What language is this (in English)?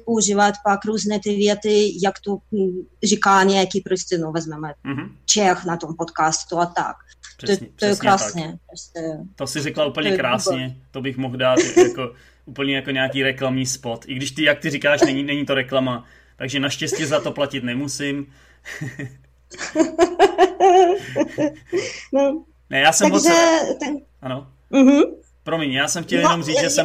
Czech